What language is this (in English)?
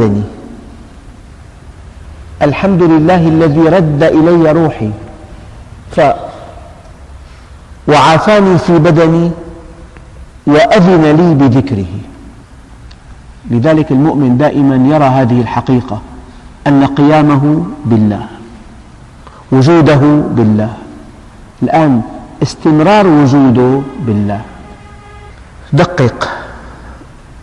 Arabic